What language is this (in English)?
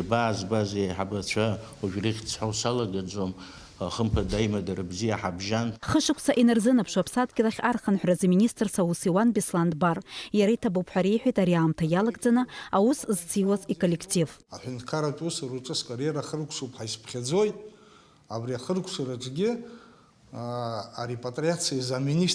Abkhazian